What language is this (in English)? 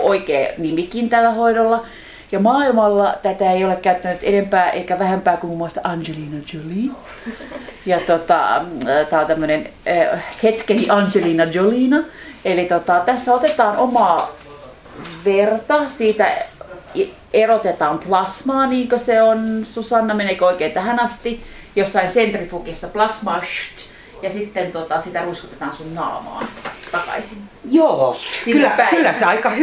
Finnish